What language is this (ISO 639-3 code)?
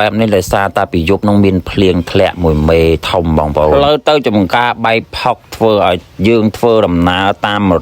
khm